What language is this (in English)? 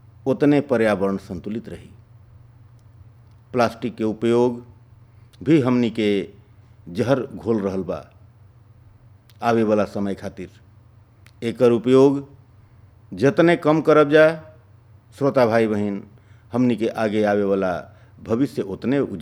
Bhojpuri